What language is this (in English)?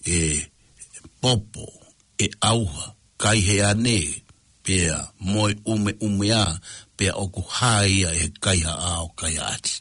Tongan